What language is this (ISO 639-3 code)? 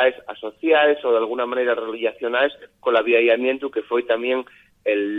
ast